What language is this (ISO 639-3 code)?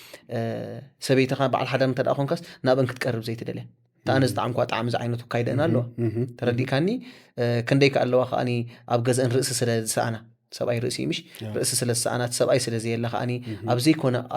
tir